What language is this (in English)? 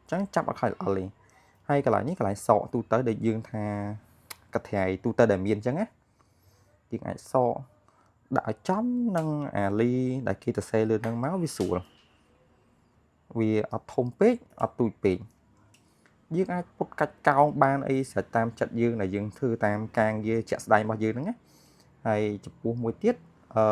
Khmer